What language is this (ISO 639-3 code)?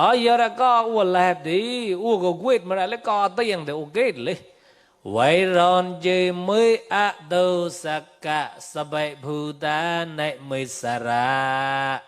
mnw